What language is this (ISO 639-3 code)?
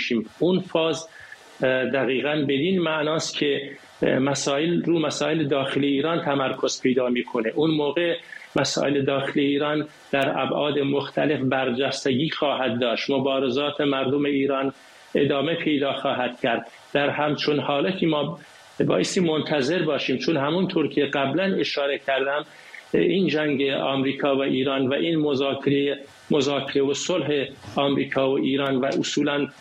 fas